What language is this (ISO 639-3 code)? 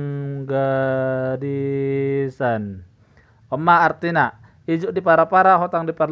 bbc